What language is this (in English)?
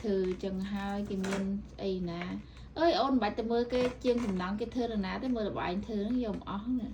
Khmer